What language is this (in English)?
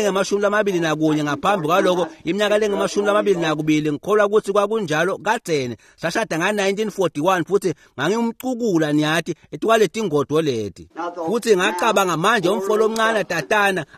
Swati